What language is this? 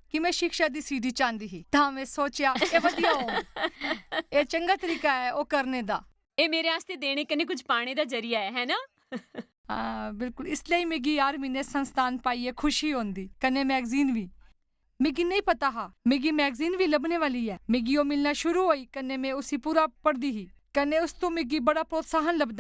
Dogri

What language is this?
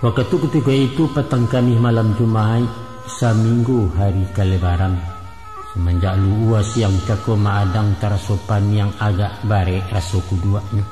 Minangkabau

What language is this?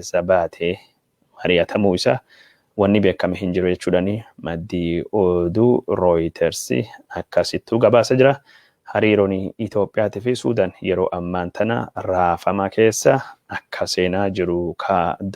Oromo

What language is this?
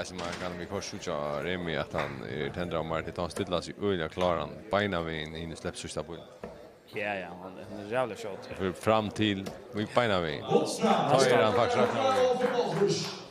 Faroese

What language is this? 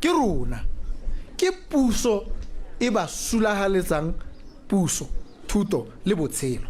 Tswana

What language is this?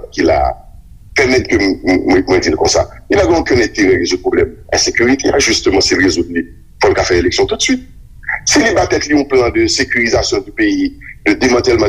Haitian Creole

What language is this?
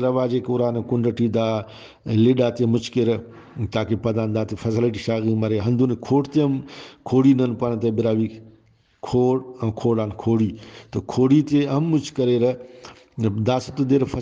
Brahui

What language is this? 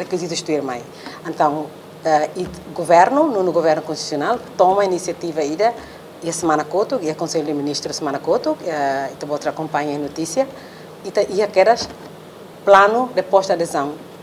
Tetum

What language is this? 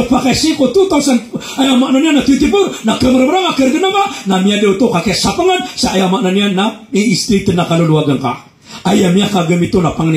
Maranao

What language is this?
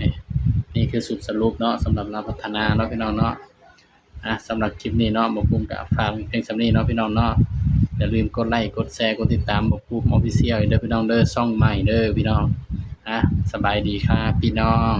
Northeastern Thai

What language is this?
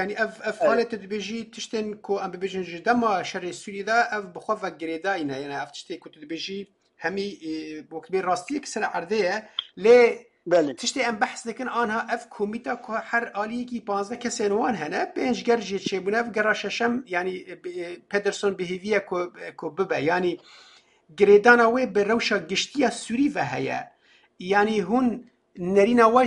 Kurdish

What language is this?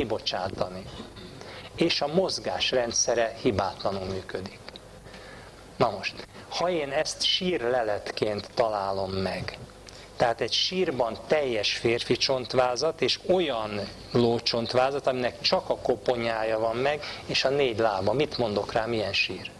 Hungarian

